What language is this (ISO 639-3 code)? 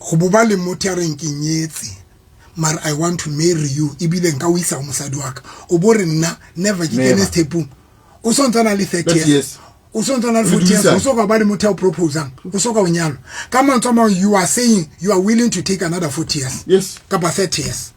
sot